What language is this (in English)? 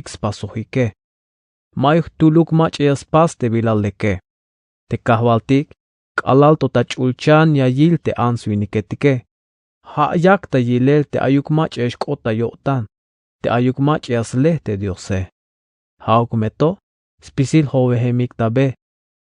Tzeltal